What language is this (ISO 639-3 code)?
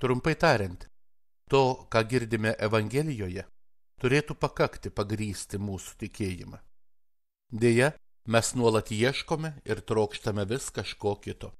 lit